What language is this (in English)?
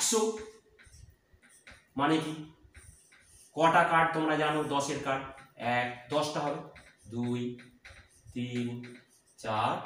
Bangla